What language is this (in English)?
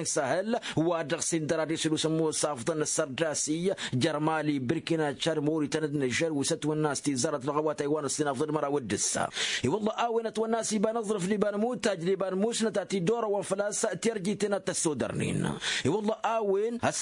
Tamasheq